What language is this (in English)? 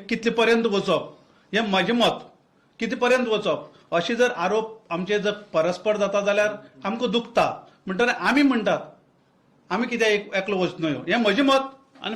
Konkani